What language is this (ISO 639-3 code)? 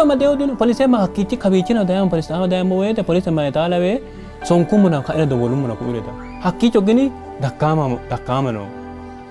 sid